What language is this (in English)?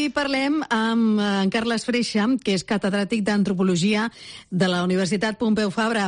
Catalan